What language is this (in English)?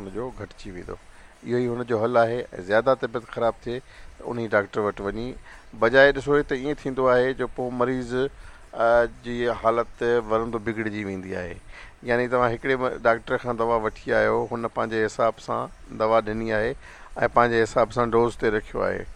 Sindhi